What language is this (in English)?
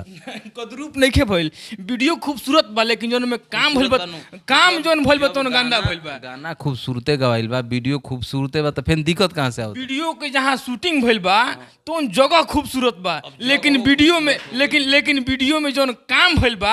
Bhojpuri